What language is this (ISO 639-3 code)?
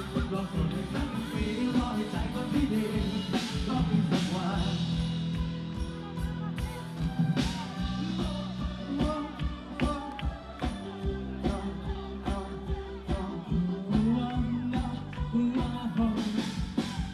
tha